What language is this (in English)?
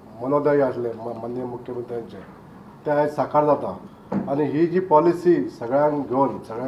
Konkani